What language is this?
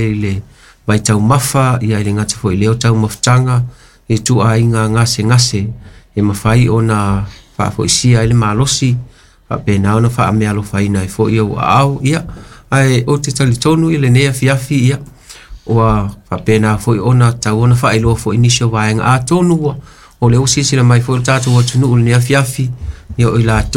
Samoan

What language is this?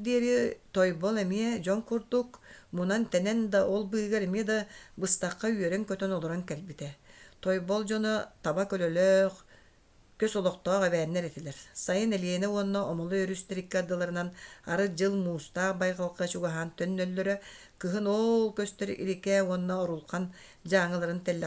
Yakut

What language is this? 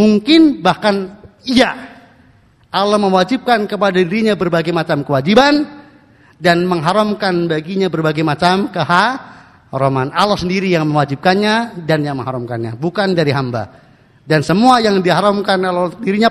Indonesian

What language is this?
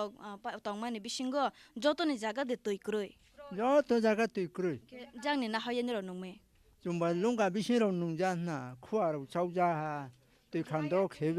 Kok Borok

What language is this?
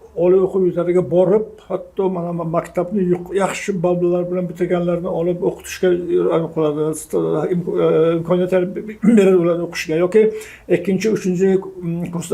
Uzbek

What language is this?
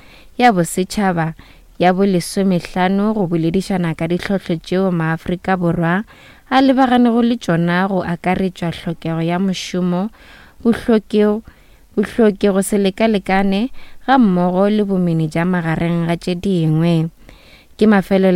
Northern Sotho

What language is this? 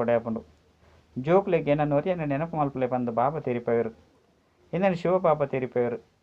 Tulu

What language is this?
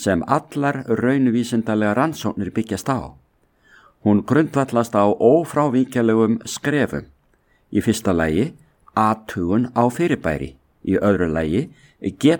Icelandic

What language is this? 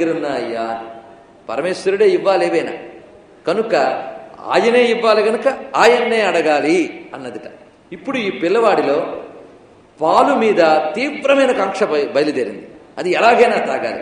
Telugu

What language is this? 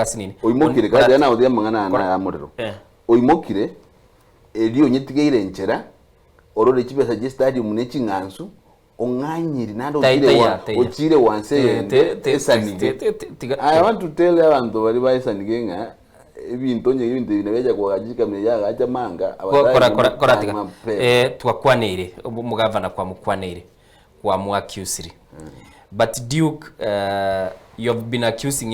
Gusii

